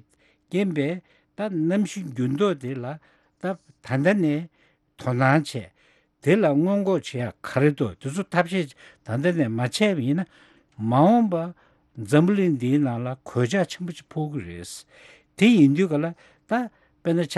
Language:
Tibetan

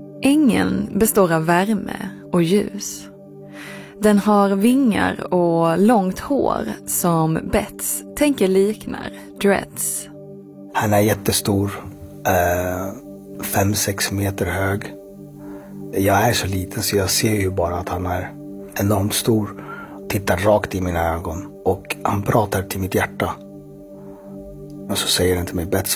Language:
Swedish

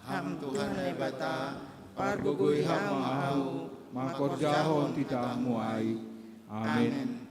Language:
Batak Simalungun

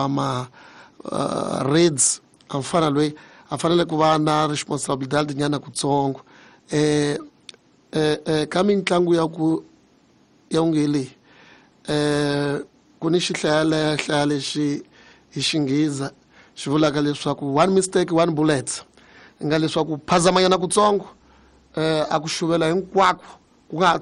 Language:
Tsonga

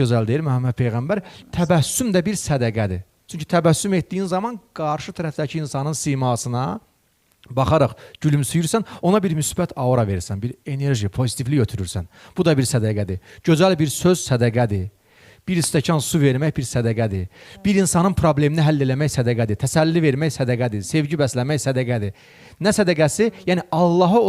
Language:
Azerbaijani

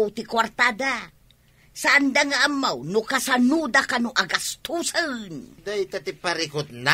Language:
Iloko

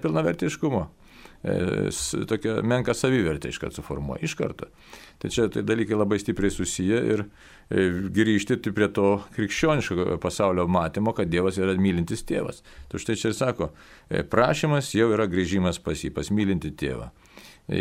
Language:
Lithuanian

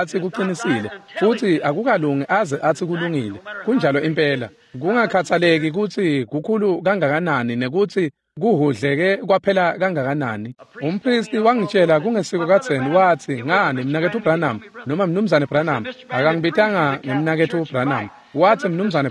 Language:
Swati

